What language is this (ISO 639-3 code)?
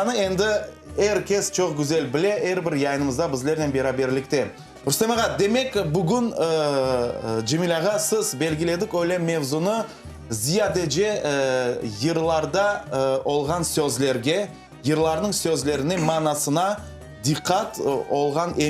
crh